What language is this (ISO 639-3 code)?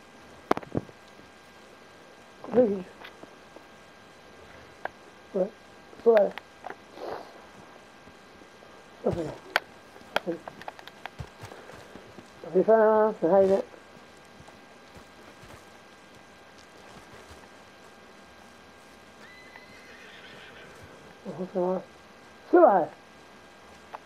swe